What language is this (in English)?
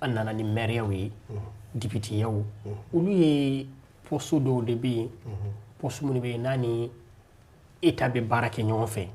Bambara